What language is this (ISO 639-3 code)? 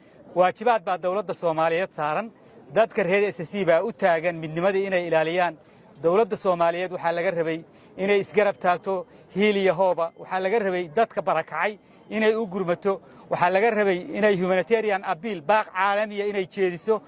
som